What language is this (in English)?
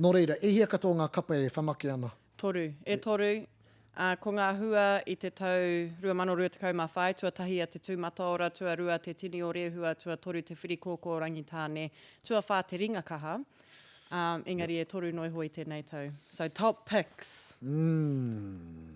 Māori